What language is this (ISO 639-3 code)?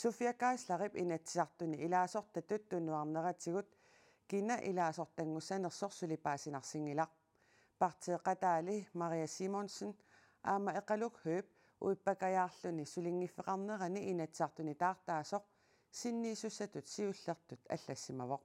kal